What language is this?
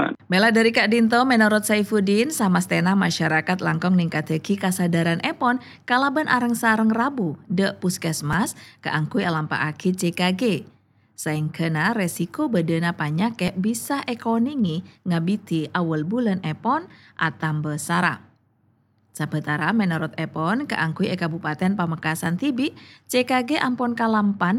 Madurese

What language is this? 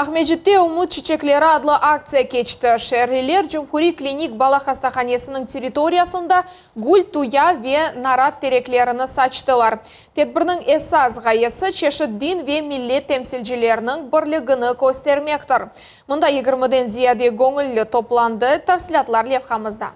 Crimean Tatar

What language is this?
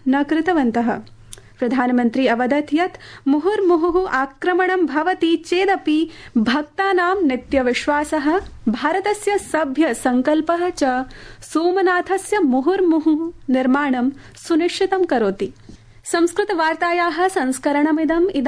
Sanskrit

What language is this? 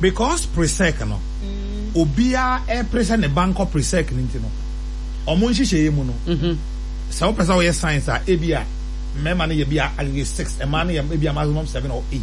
Akan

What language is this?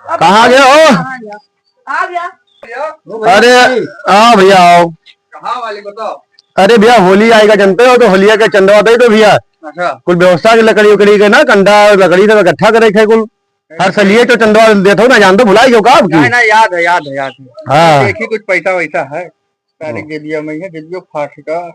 Awadhi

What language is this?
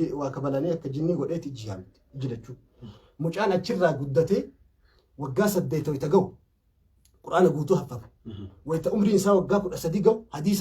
Oromo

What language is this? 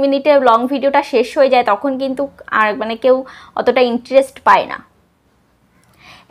Bangla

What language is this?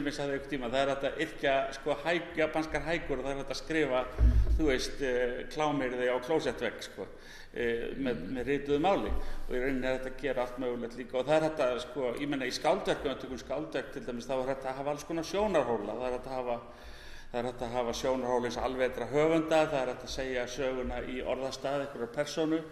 Icelandic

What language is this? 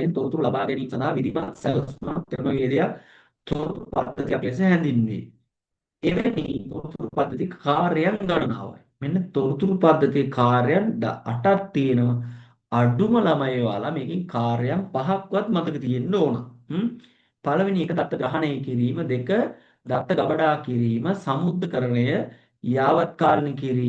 Sinhala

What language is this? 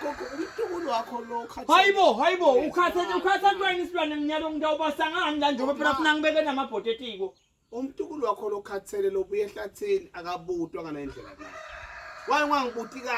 Swati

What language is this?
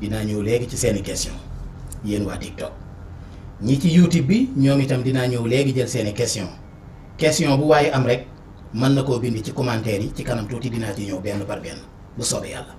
Wolof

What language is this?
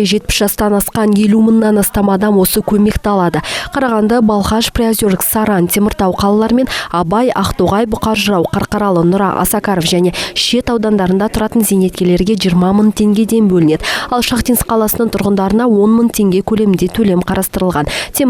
Kazakh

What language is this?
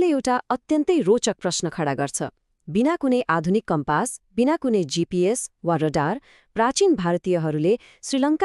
Nepali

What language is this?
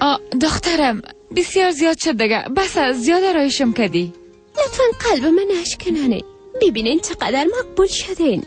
Persian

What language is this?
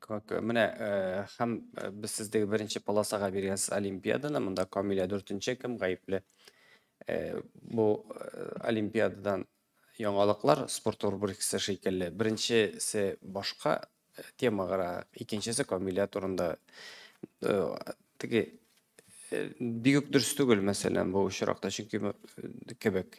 Tatar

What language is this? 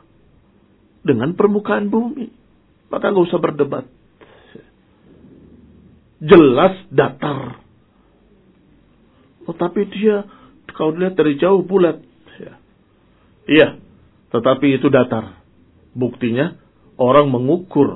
Indonesian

